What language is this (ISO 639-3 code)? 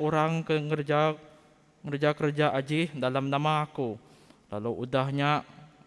iba